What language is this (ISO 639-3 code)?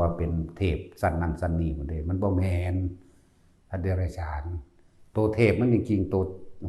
tts